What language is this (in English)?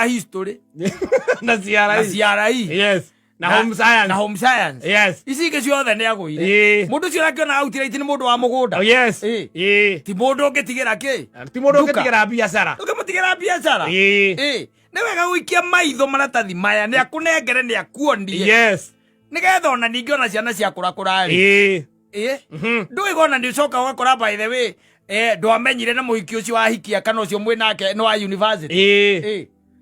Kikuyu